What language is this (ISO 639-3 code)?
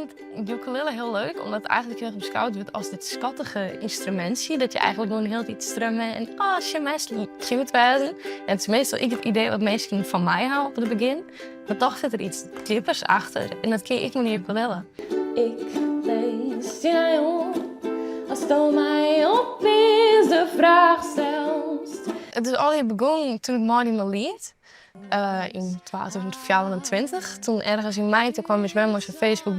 fry